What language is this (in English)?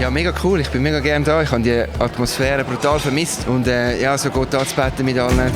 Swiss German